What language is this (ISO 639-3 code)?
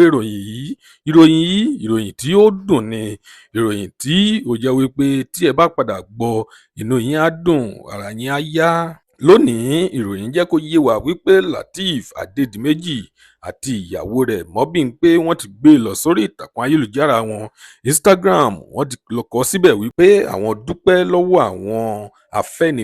yor